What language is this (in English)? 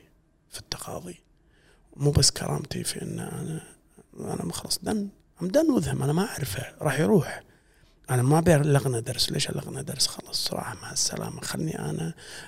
Gulf Arabic